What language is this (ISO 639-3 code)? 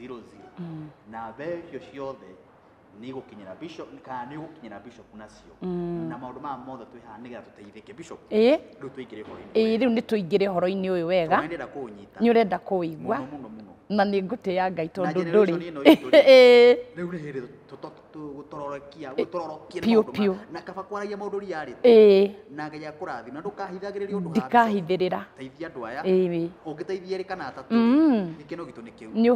kik